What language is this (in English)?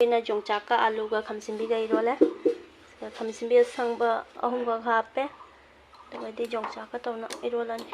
Manipuri